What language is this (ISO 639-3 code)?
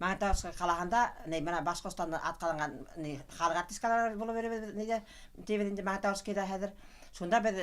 bak